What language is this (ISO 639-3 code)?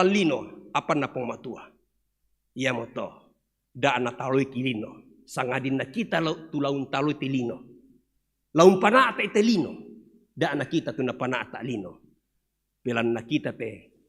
sda